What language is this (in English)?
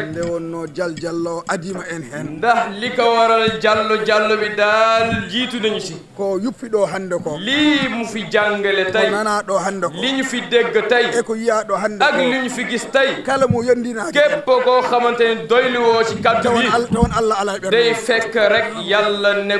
Fula